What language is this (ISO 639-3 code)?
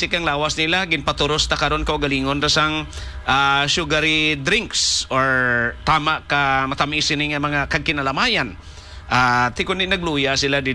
hil